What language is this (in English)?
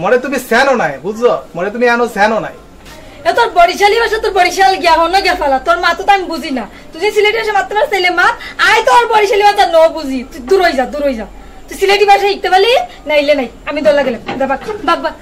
Sylheti